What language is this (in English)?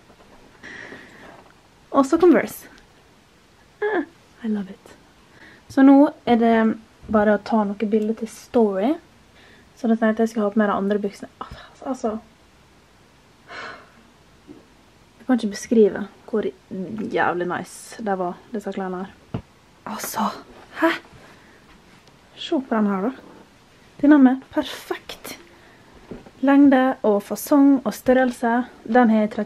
Norwegian